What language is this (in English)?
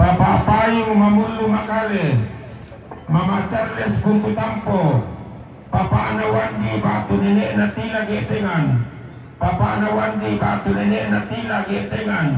Toraja-Sa'dan